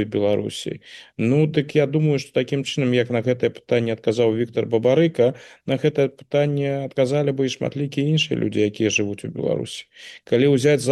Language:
Belarusian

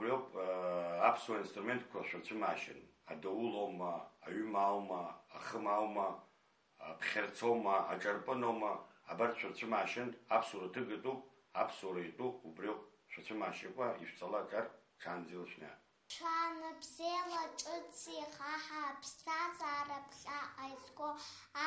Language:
Abkhazian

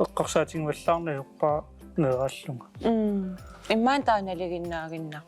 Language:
Kalaallisut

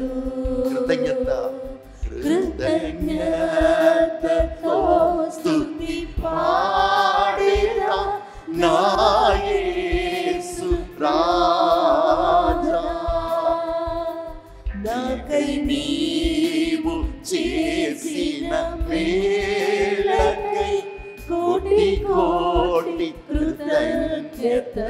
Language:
Telugu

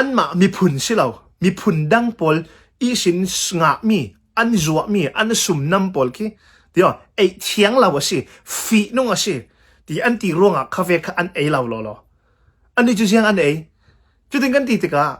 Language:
Hakha Chin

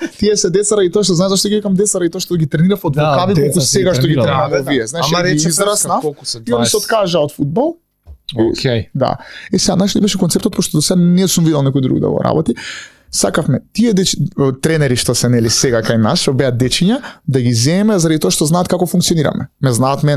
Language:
Macedonian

